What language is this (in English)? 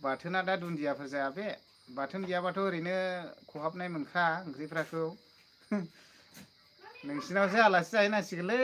Bodo